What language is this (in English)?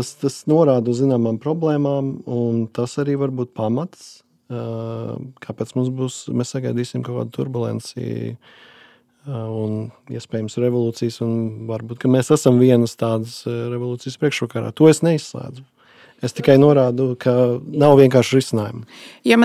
Latvian